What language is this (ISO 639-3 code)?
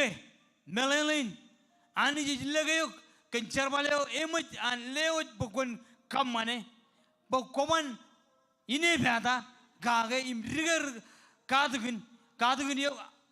mah